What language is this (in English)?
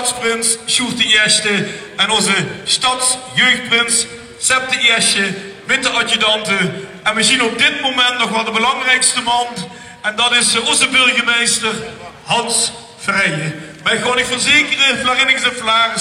Limburgish